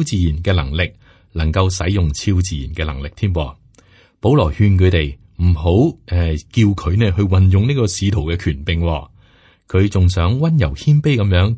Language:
Cantonese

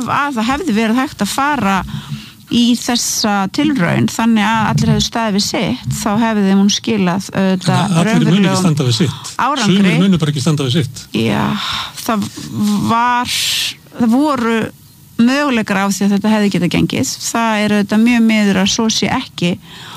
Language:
Icelandic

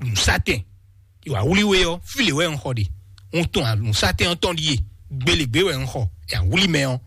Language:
Fon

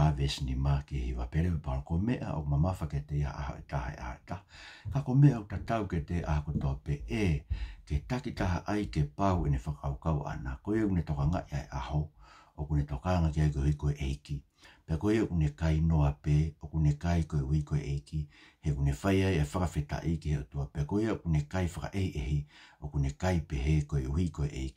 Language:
Tongan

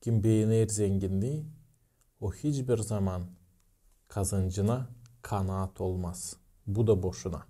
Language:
Gagauz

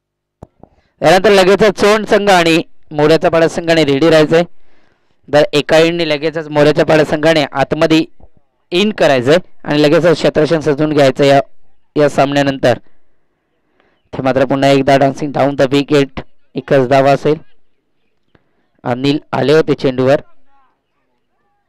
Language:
Marathi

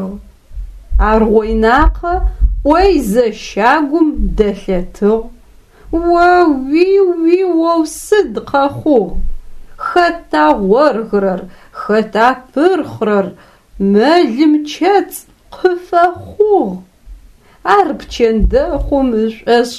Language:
Adyghe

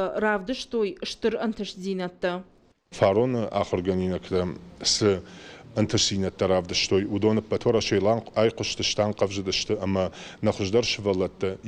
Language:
Ossetic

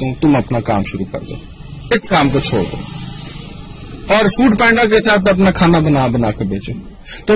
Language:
Urdu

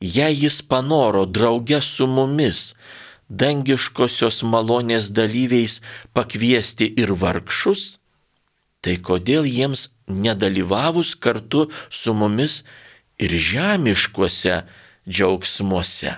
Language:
Lithuanian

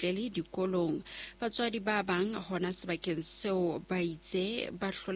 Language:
Southern Sotho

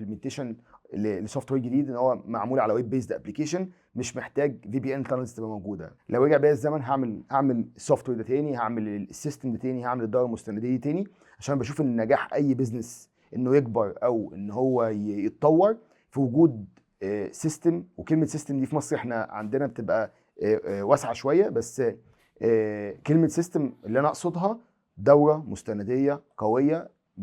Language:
Egyptian Arabic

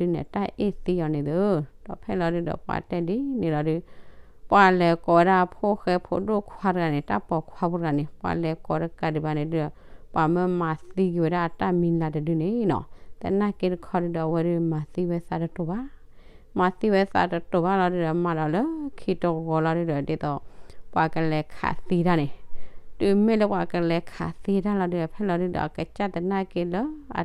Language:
S'gaw Karen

